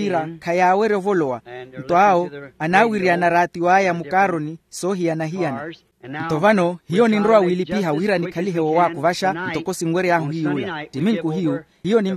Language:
Makhuwa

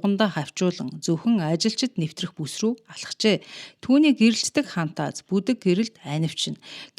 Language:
Mongolian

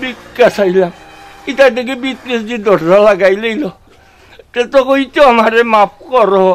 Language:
Sylheti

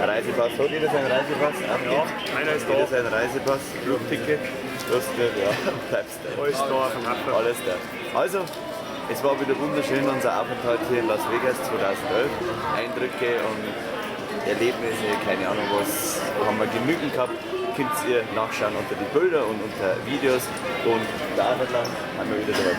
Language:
Bavarian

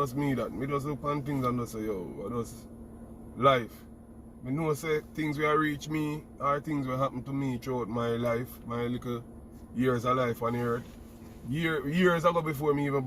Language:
Jamaican Creole English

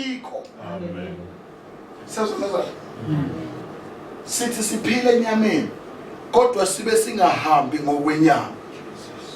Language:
Zulu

